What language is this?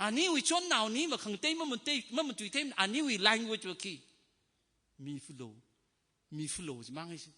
Tangkhul Naga (India)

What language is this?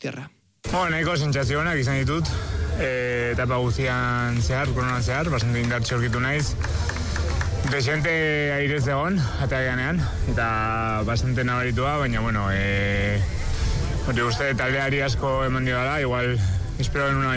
Basque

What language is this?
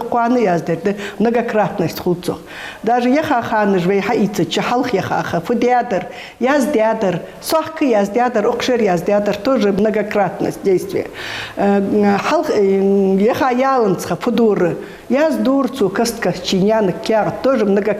Ingush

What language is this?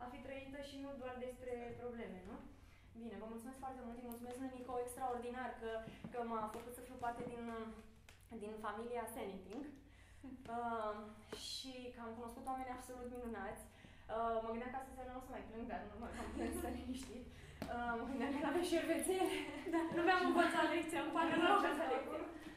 Romanian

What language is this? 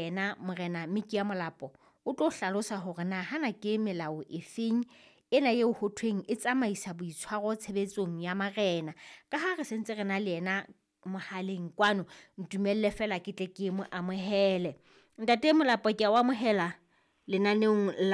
Southern Sotho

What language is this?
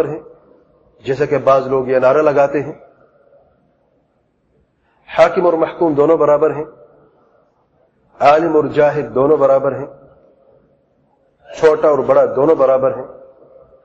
Urdu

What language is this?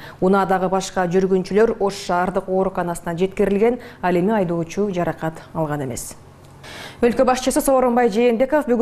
Kyrgyz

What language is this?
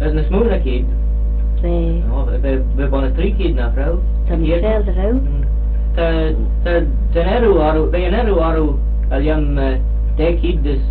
Manx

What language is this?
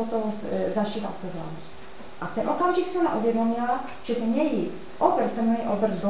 Czech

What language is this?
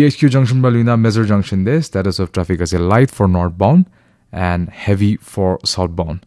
Naga Pidgin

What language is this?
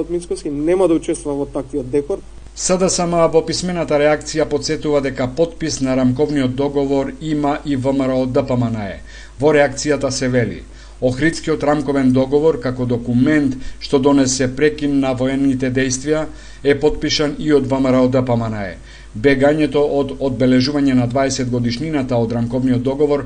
Macedonian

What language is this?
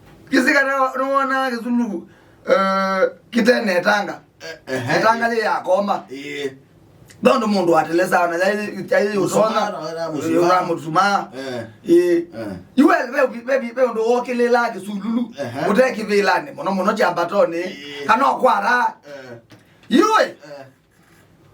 Kamba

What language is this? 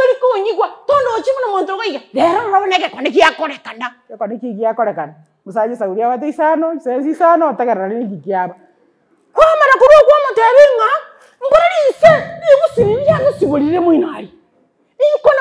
Gusii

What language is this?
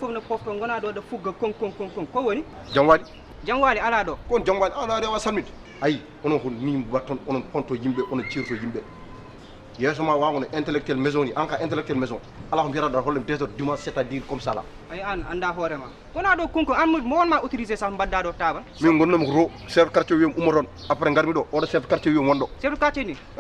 Fula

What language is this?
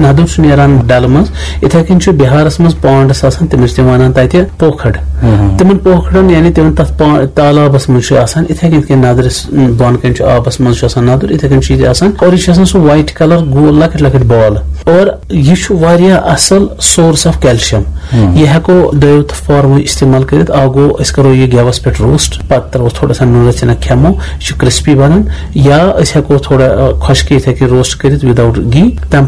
Kashmiri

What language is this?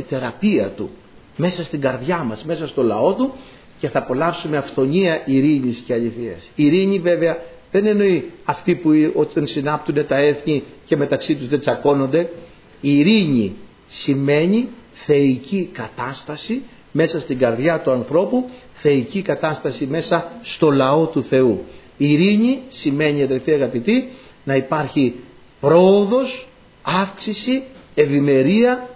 Greek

